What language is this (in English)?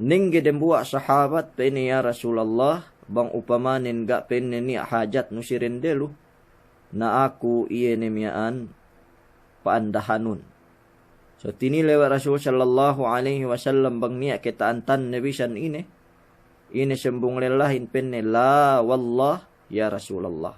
Yakan